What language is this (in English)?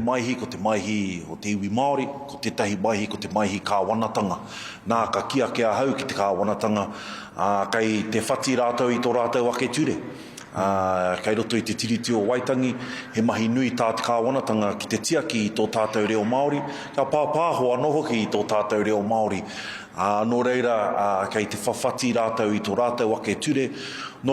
Māori